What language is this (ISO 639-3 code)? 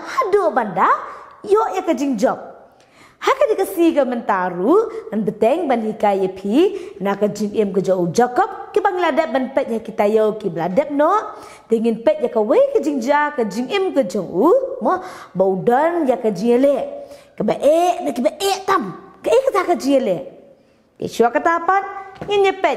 kha